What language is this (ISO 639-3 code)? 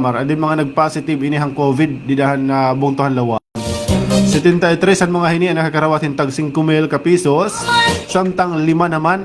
war